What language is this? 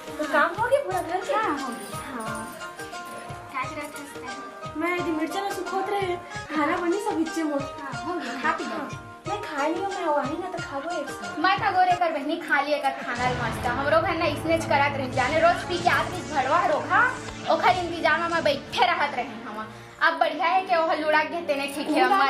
Chhattisgarhi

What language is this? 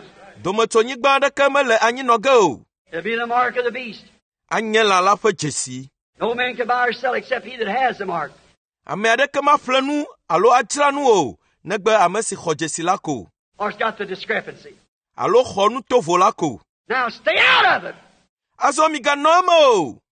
Ewe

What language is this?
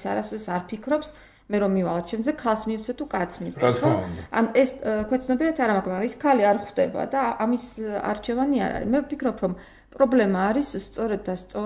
Georgian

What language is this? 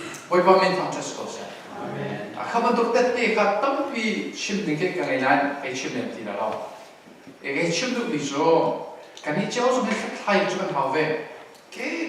Hakha Chin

